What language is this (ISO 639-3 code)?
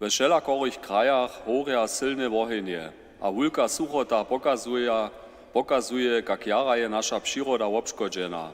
hsb